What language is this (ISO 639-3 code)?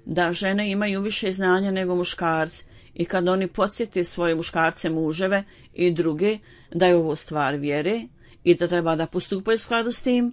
bos